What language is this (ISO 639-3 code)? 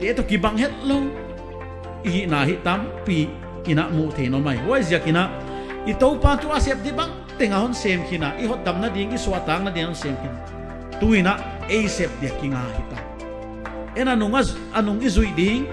pck